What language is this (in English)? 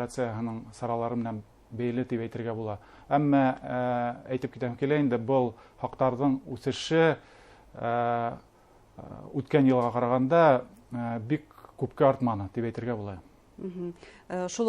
Bashkir